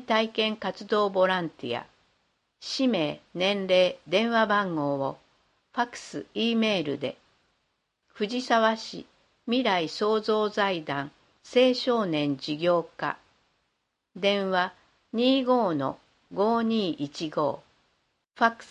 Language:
Japanese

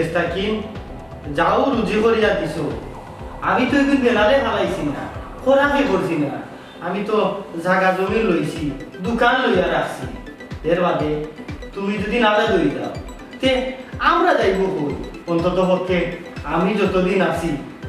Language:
Sylheti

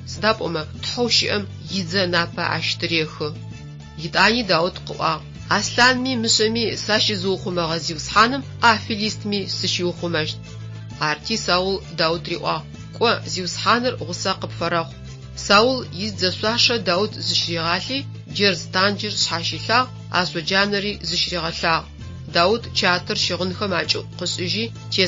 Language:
Adyghe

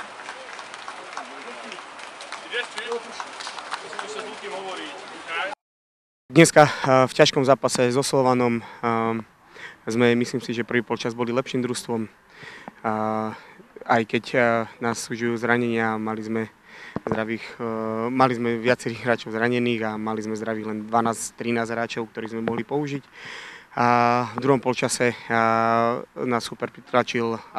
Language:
Slovak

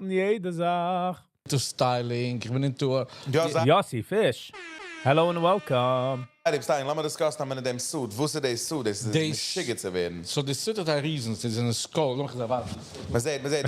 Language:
Yiddish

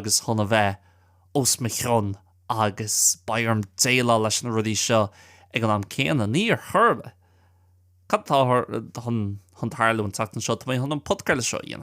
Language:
Irish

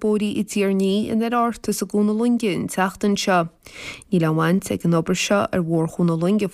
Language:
Irish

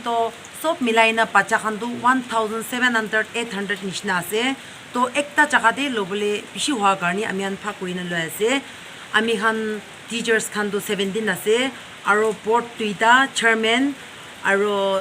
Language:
Naga Pidgin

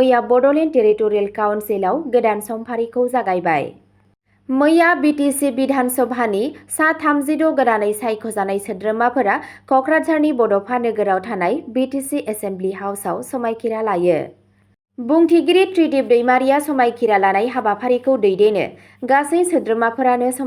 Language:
Bodo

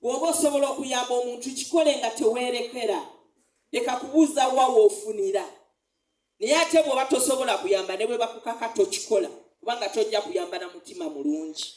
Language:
Ganda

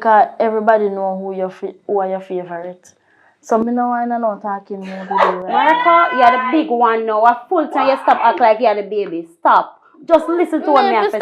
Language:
Jamaican Creole English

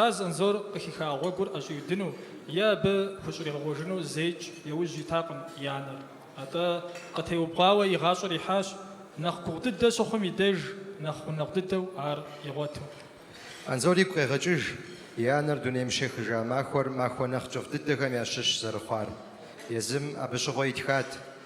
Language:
Kabardian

